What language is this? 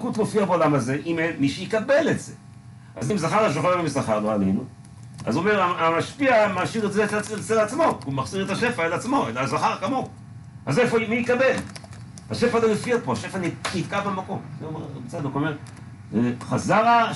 Hebrew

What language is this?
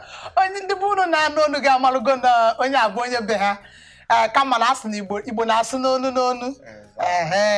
Igbo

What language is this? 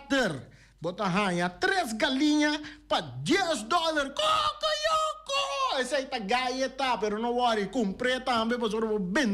Papiamento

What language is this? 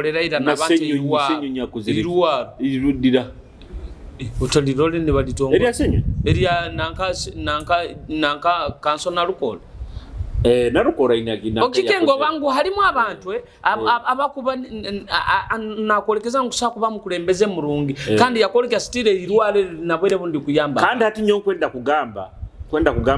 Nyoro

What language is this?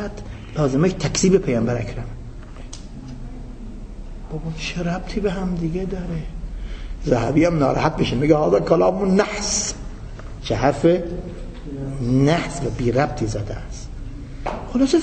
Persian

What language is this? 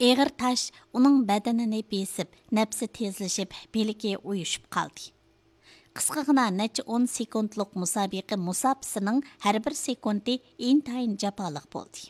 Uyghur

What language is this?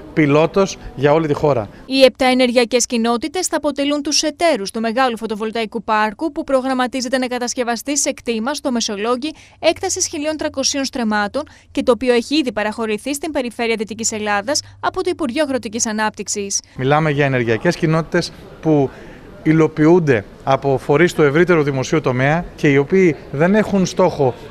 Greek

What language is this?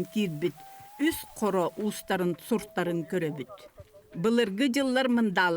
Yakut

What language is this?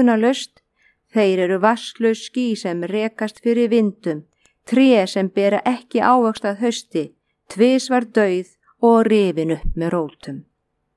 Icelandic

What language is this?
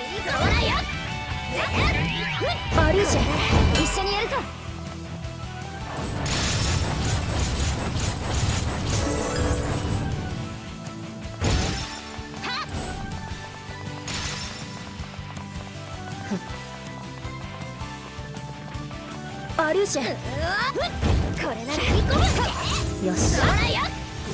Japanese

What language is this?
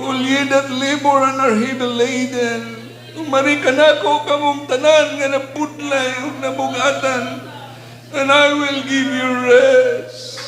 Cebuano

